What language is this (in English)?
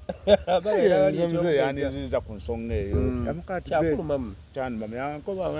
Soga